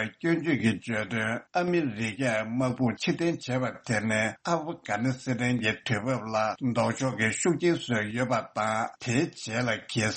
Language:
Tibetan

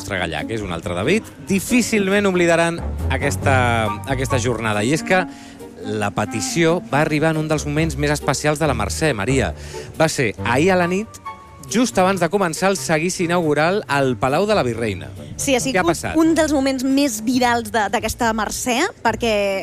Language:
Catalan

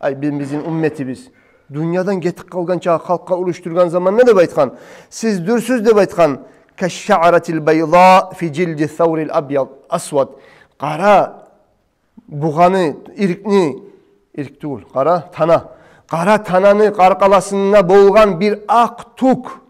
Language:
Kumyk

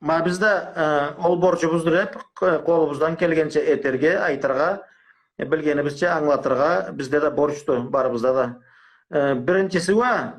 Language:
Karachay-Balkar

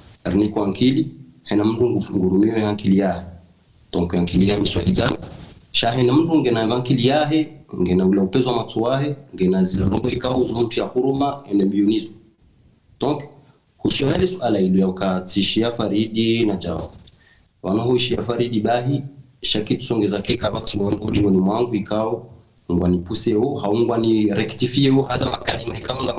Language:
Ngazidja Comorian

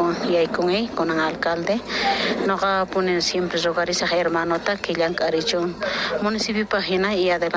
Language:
South Bolivian Quechua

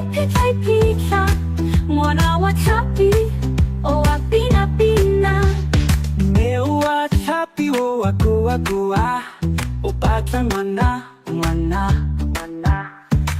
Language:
Tswana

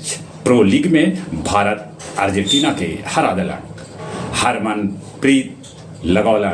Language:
Magahi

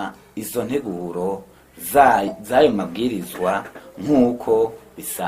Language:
Rundi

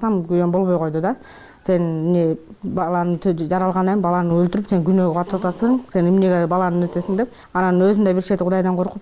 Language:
Kyrgyz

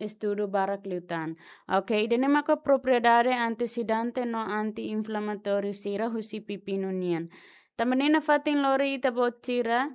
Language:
Tetum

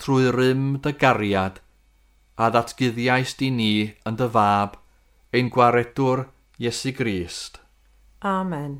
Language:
Welsh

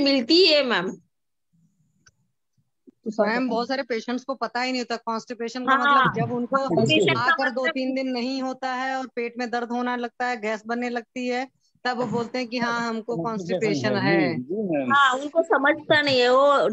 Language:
Hindi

